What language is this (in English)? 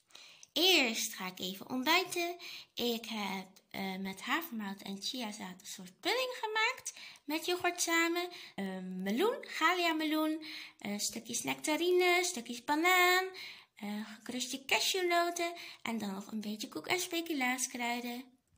Dutch